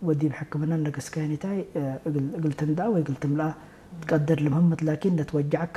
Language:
Tigre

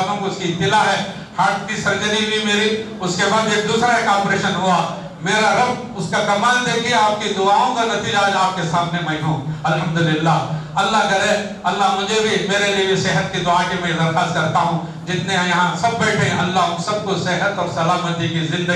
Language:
Urdu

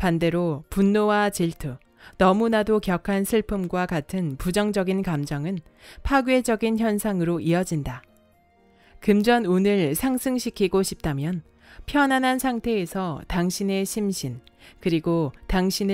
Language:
Korean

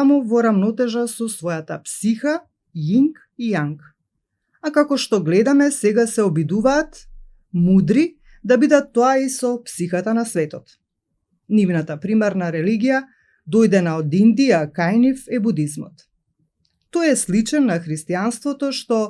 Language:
Macedonian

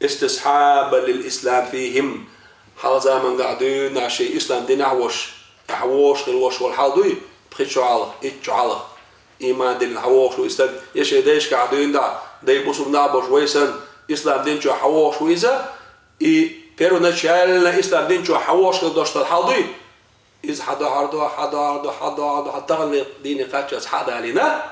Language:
Chechen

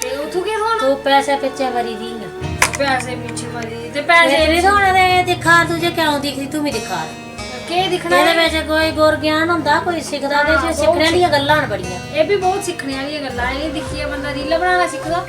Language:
Dogri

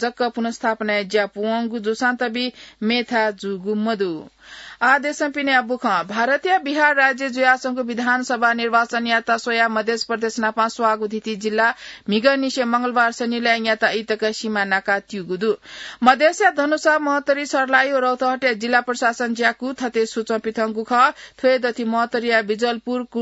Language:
Newari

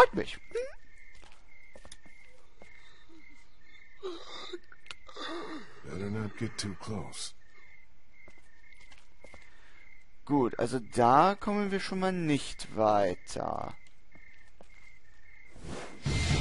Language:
German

